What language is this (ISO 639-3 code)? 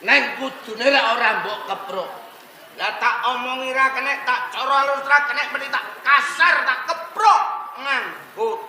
jav